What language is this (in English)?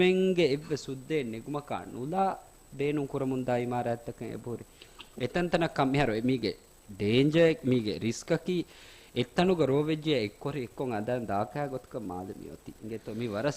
Divehi